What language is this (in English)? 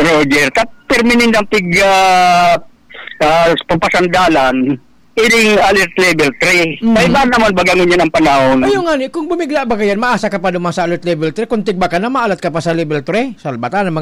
Bikol